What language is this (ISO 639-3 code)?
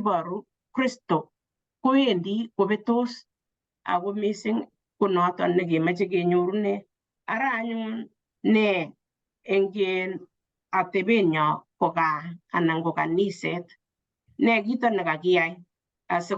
kln